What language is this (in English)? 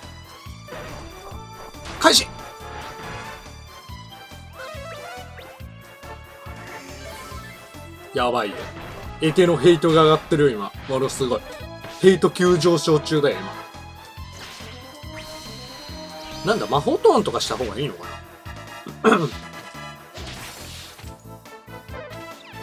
Japanese